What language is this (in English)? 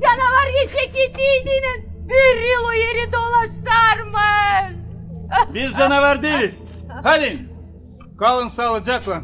Gagauz